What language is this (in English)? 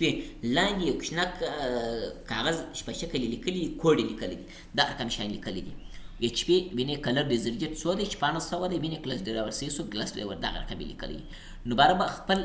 Pashto